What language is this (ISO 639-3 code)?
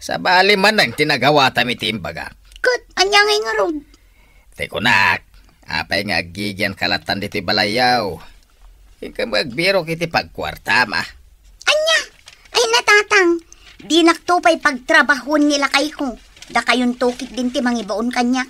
ilo